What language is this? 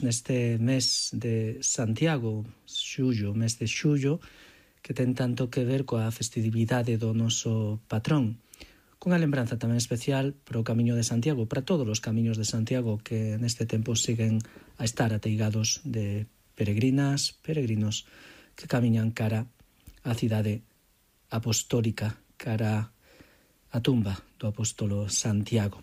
Galician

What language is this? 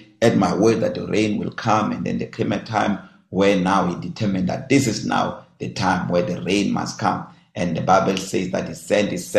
English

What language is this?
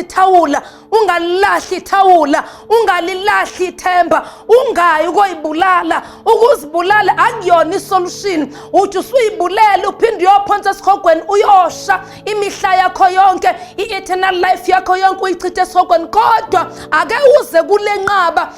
Zulu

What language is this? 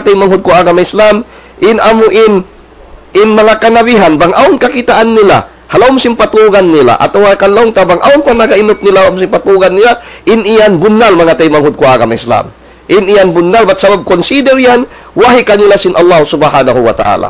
Tausug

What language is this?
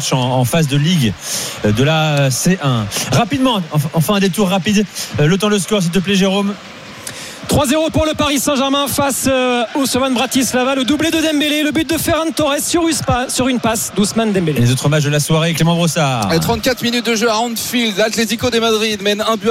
French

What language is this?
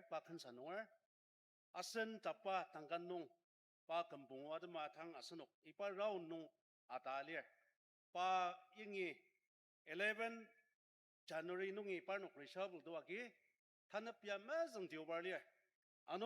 Ao Naga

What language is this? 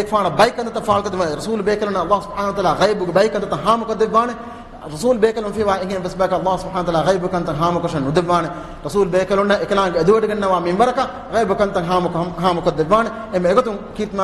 Divehi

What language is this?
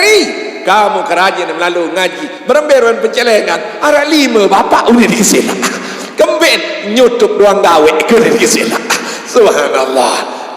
Sasak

